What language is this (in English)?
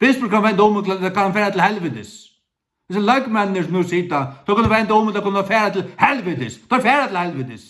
Faroese